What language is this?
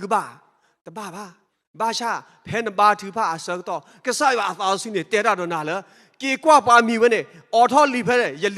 S'gaw Karen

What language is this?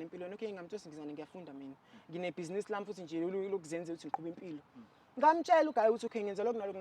Zulu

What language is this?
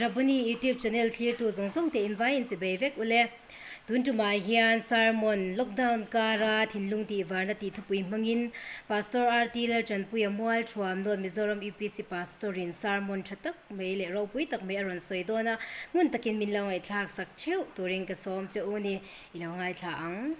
Mizo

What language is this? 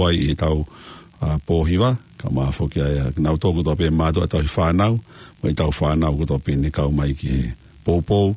Tongan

